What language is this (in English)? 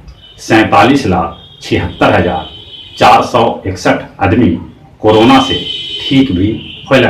Magahi